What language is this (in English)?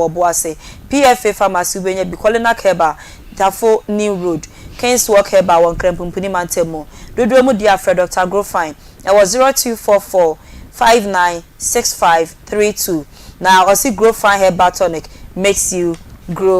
Akan